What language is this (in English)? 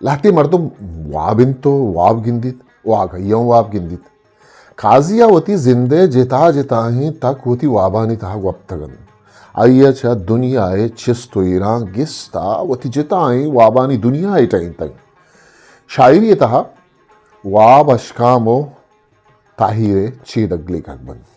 Eastern Balochi